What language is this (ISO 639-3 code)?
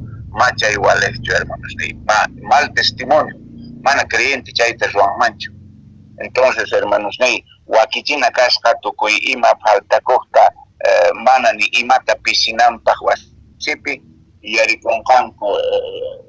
que